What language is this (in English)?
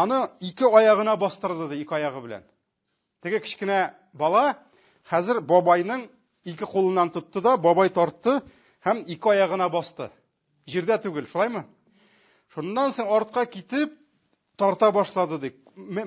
Tatar